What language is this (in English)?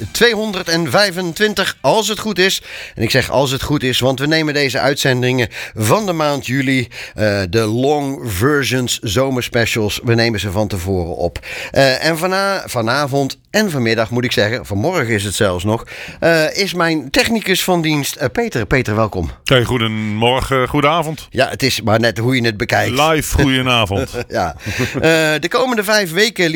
Dutch